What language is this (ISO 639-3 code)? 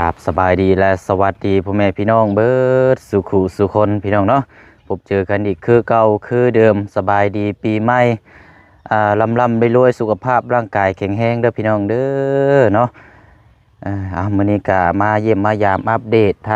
lao